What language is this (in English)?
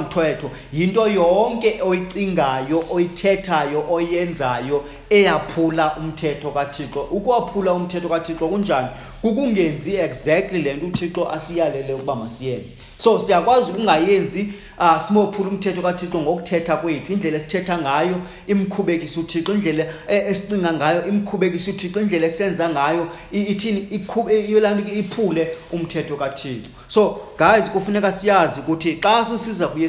Xhosa